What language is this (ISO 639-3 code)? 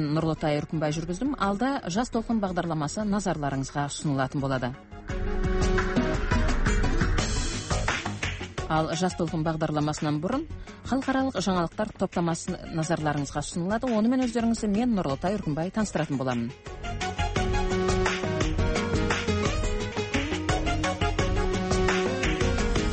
kaz